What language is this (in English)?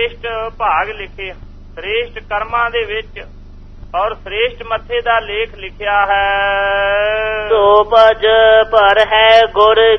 Punjabi